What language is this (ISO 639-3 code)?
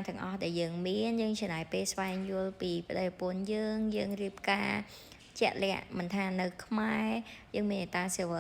khm